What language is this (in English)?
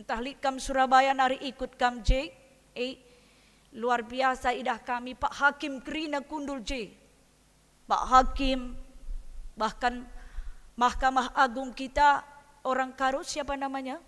Batak Karo